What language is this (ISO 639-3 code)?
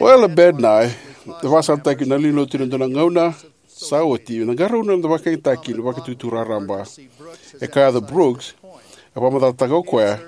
fij